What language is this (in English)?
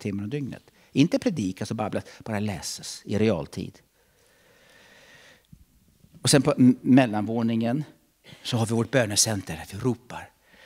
Swedish